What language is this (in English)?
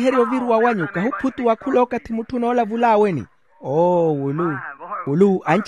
Makhuwa